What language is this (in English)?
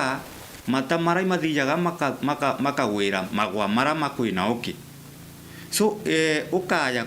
Meru